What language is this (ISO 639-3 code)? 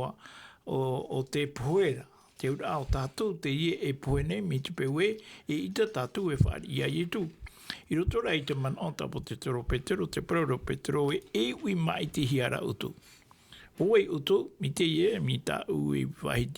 tah